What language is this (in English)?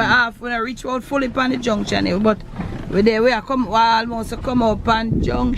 Jamaican Creole English